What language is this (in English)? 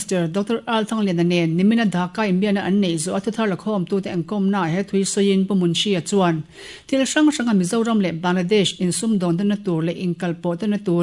Mizo